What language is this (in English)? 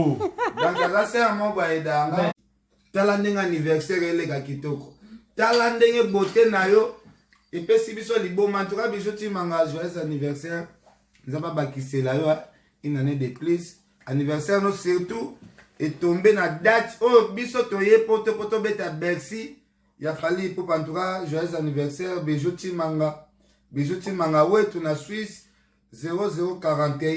Lingala